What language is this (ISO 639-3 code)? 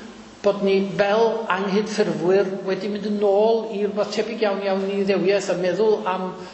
cym